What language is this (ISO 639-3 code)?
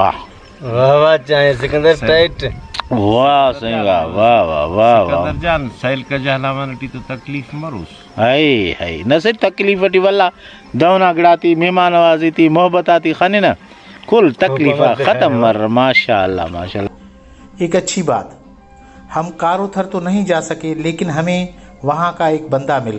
brh